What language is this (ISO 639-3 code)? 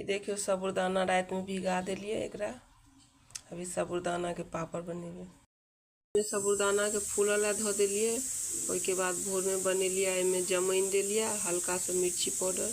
mai